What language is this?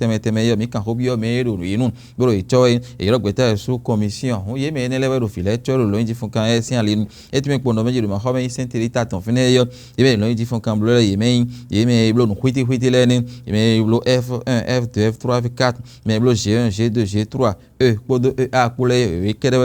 Fon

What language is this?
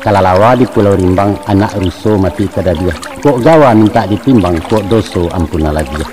Minangkabau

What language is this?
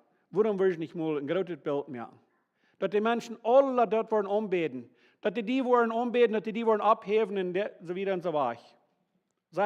Plautdietsch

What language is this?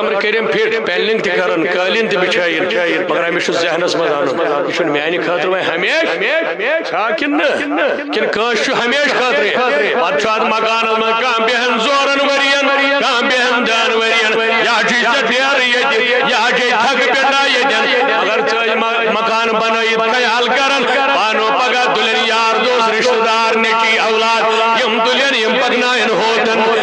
Kashmiri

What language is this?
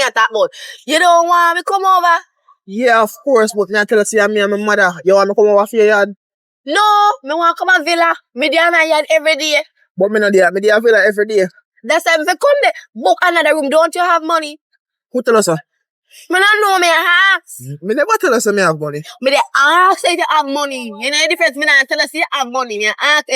Jamaican Creole English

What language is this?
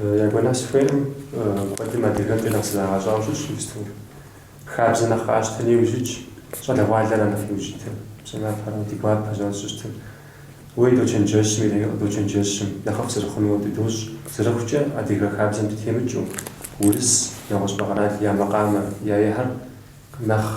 Kabardian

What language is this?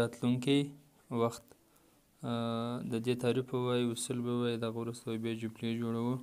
Pashto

